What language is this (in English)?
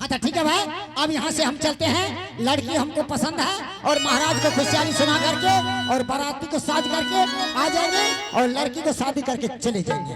Angika